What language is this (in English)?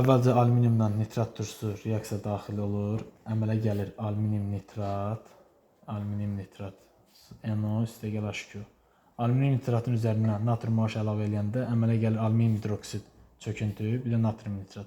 Azerbaijani